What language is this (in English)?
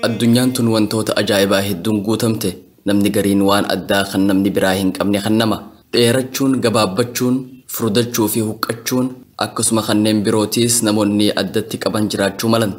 Oromo